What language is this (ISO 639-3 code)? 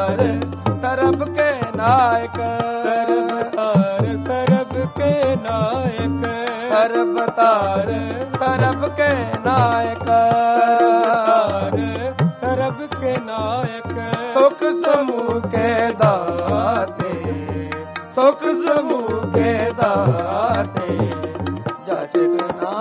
pan